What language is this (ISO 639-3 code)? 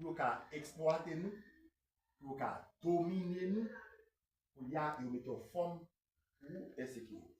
hat